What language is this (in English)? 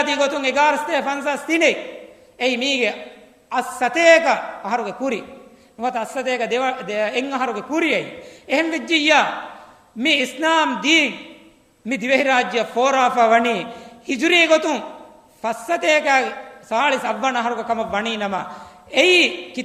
Divehi